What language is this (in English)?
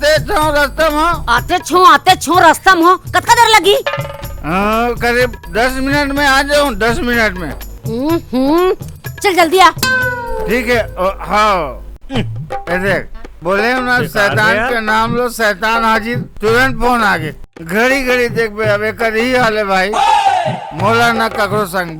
Chhattisgarhi